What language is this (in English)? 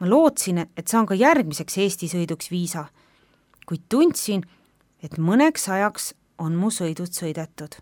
Estonian